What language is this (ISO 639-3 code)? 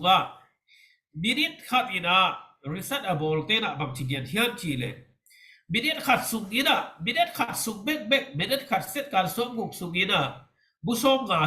ctd